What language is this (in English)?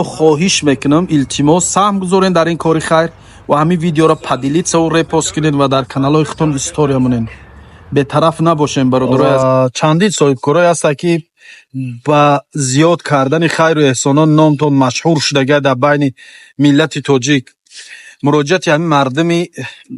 Tajik